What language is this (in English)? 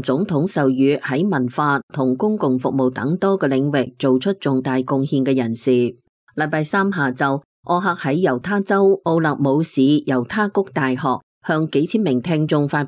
Cantonese